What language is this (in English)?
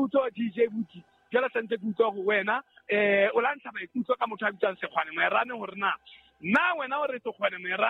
Southern Sotho